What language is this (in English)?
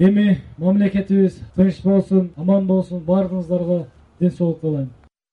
Kyrgyz